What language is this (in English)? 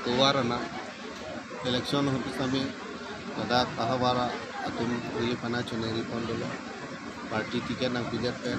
Karbi